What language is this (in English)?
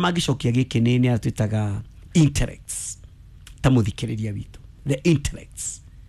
Kikuyu